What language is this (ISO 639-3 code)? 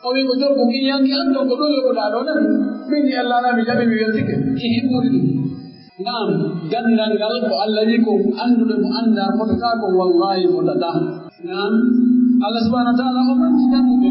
fuf